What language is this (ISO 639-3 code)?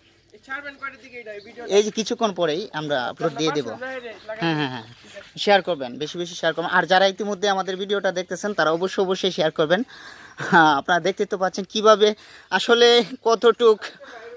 ben